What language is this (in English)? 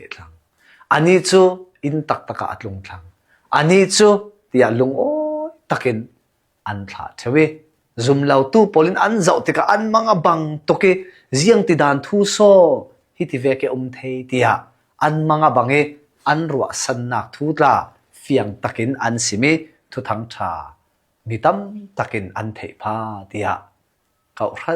Hakha Chin